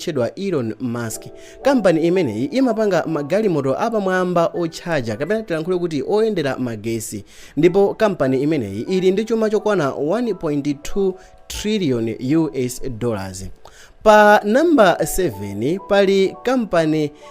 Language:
Nyanja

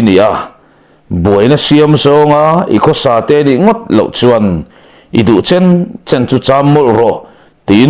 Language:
Mizo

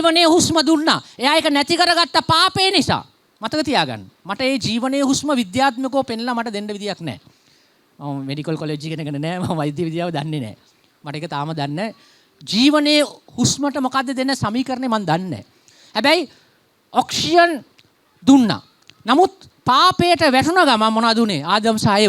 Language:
Sinhala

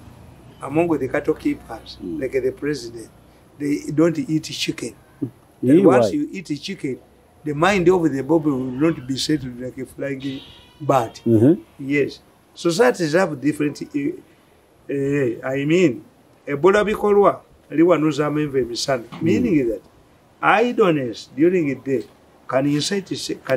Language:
English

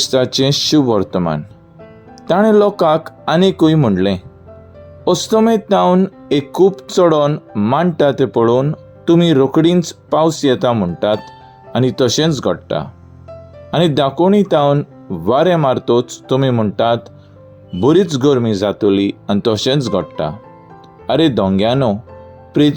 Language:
Konkani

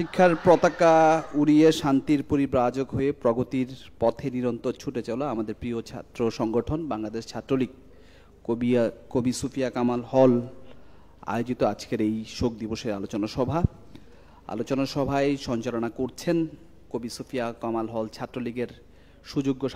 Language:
Bangla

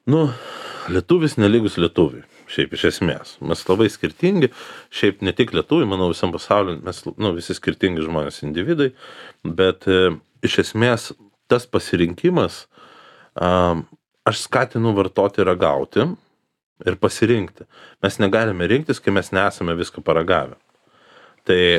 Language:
Lithuanian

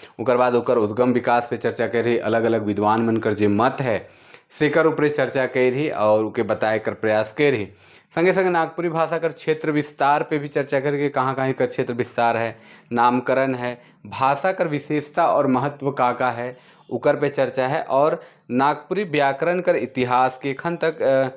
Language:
Sadri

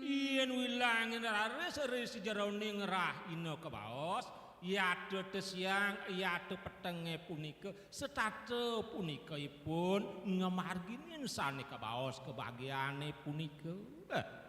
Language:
Balinese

